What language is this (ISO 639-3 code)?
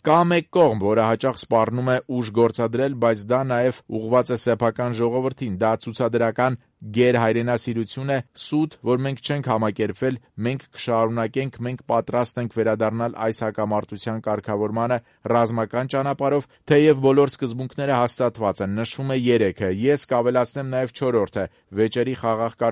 hye